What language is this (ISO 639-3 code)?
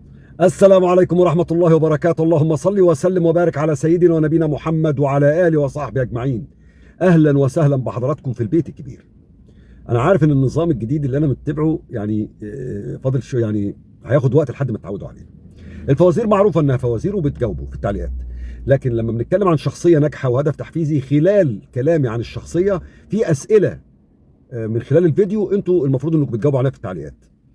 arz